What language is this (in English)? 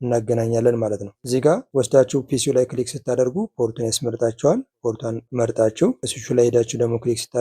Amharic